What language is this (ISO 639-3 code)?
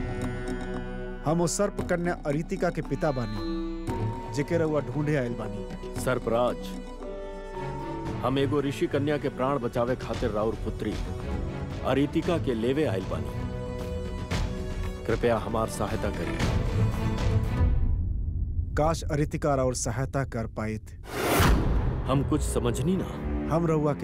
bho